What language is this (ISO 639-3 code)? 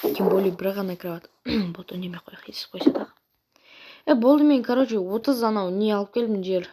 kaz